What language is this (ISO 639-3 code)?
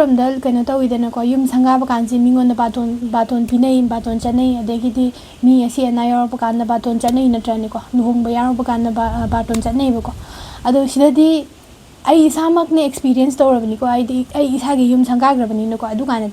mni